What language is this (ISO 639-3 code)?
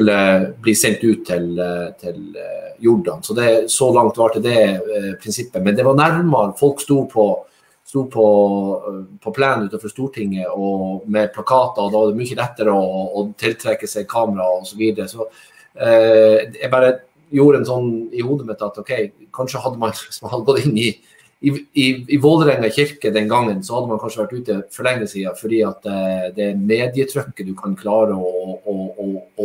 nor